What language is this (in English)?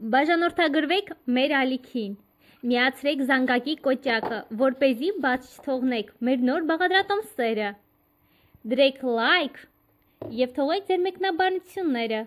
Armenian